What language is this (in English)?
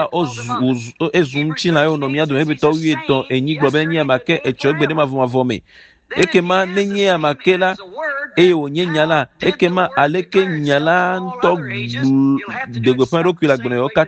Ewe